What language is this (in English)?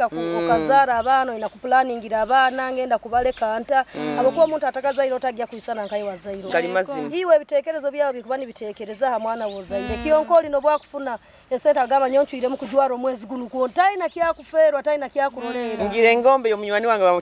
Nyoro